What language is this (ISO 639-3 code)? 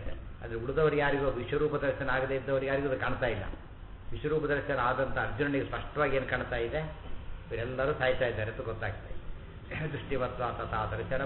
kan